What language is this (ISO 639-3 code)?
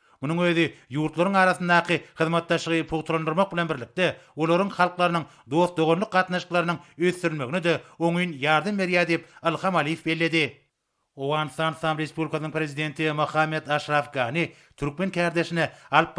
tuk